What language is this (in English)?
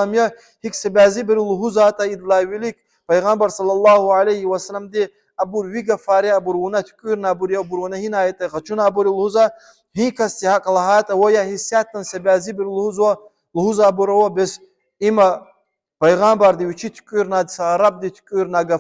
Lezghian